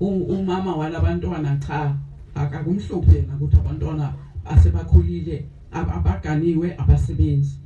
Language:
Zulu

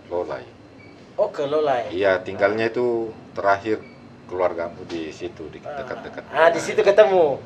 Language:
Makassar Malay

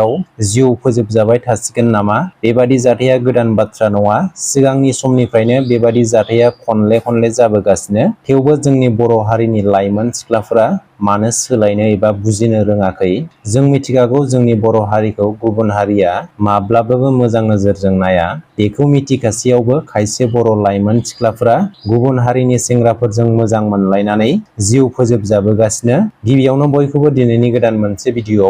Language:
Bodo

